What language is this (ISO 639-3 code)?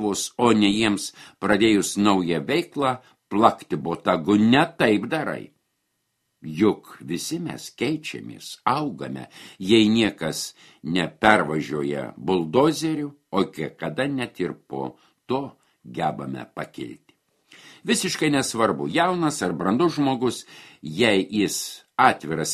lit